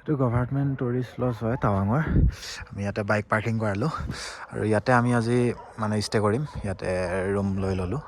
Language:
Assamese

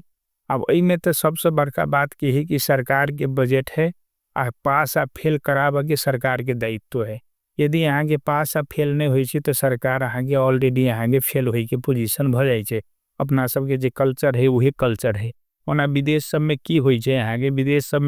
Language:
Maithili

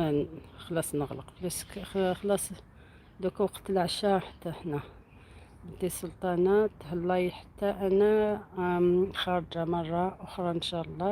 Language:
Algerian Arabic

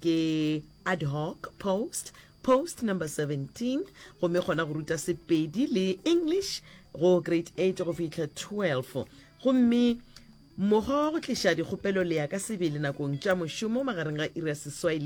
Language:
Northern Sotho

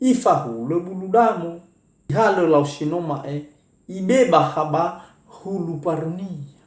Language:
Nias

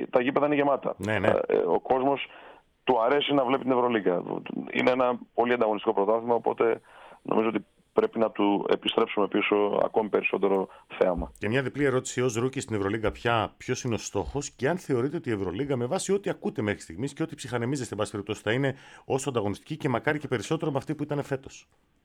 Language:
Greek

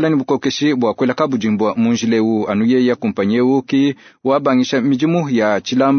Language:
Luba-Lulua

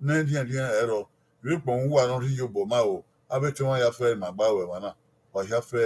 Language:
Bini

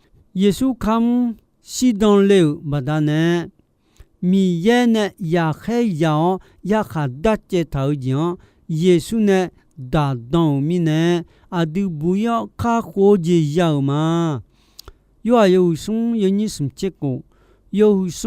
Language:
Akha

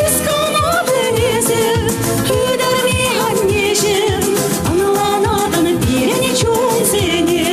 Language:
Chuvash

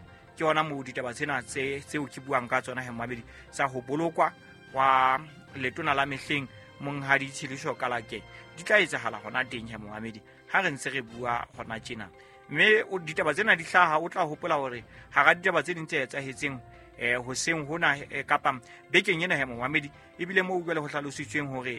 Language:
Southern Sotho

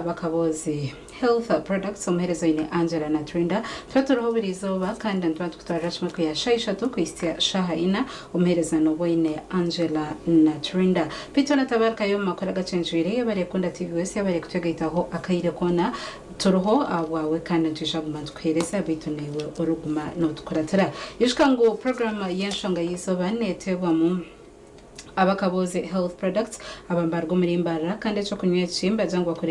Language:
Nyankole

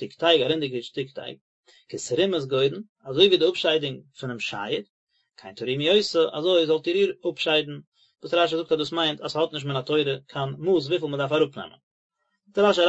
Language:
Yiddish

